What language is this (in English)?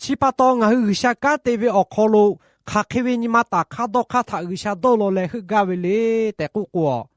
Lahu